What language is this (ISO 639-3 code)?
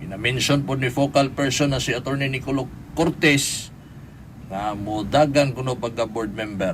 ceb